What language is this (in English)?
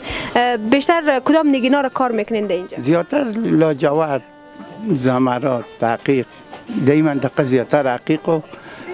Persian